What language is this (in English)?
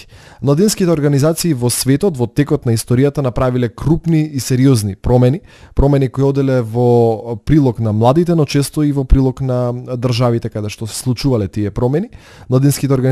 Macedonian